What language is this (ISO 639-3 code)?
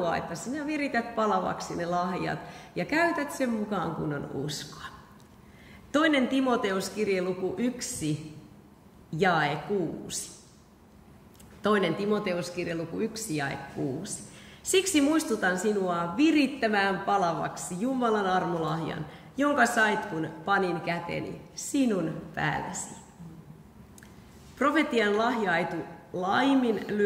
fin